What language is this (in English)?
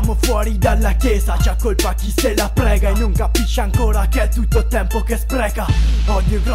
Italian